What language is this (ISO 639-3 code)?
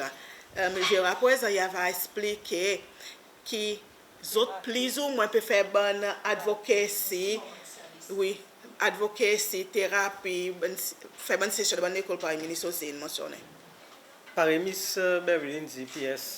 crs